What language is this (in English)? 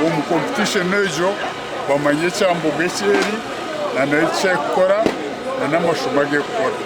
Nyankole